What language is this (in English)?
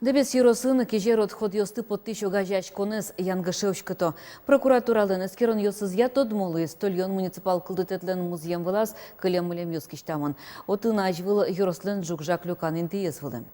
Udmurt